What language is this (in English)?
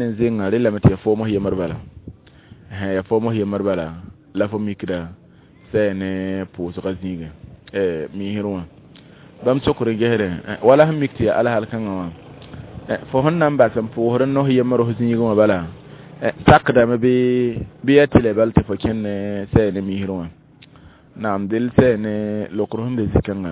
Mossi